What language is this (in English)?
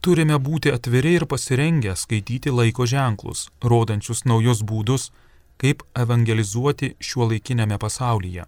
Lithuanian